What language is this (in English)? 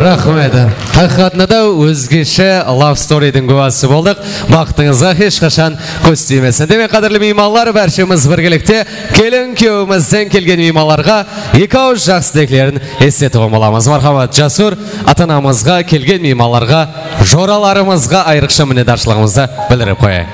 Kara-Kalpak